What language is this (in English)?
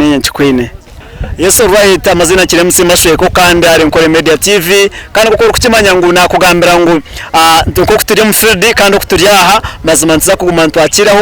Nyankole